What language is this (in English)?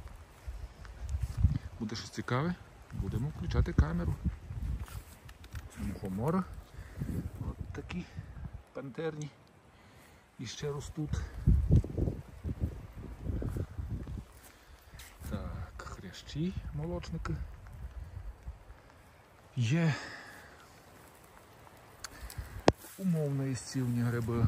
Ukrainian